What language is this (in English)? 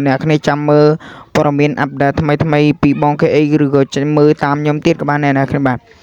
Khmer